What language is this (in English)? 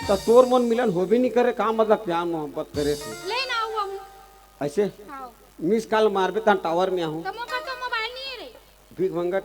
Chhattisgarhi